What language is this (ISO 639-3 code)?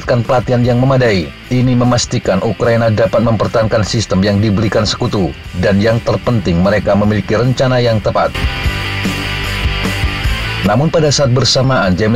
ind